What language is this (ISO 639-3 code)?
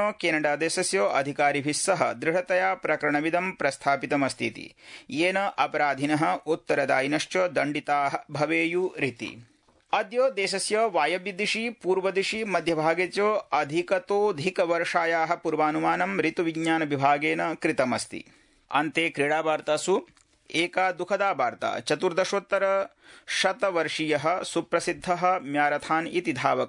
san